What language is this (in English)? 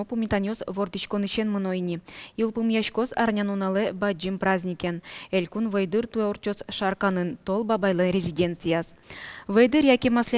Udmurt